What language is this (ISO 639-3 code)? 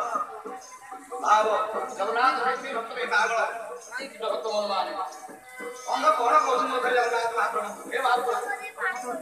ori